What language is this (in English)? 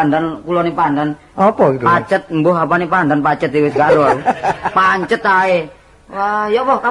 Javanese